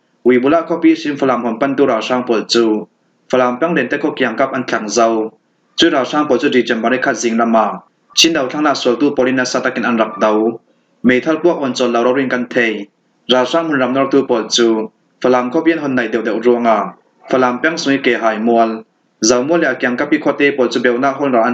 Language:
Falam Chin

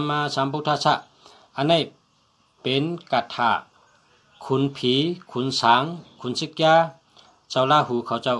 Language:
Shan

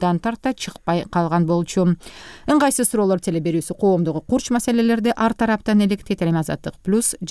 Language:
Kyrgyz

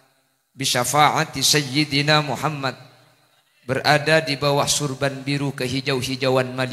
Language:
Madurese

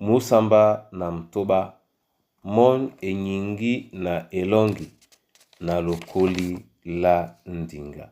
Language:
Duala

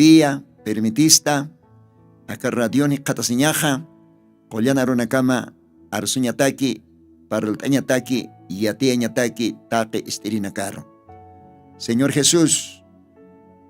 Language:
Aymara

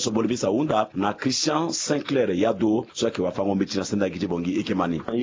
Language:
Sango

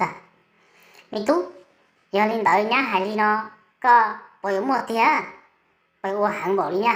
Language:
Hmong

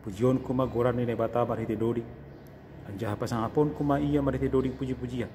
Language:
Batak Simalungun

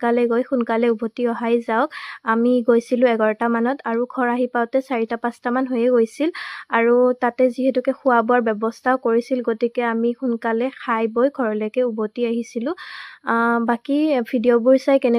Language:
Assamese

